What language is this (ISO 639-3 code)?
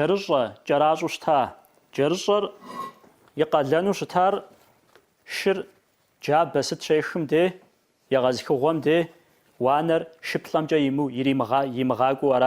kbd